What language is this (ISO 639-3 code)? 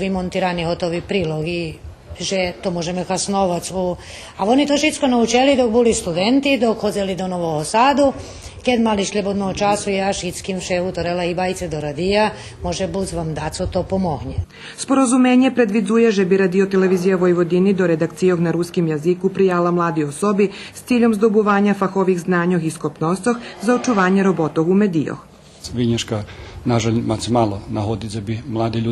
rue